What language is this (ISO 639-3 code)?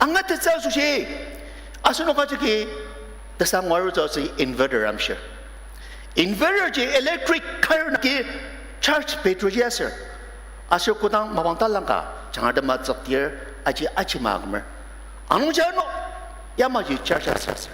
njo